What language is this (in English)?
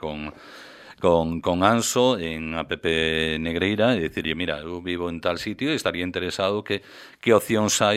Galician